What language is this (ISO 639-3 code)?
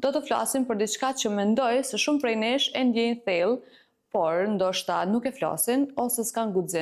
sqi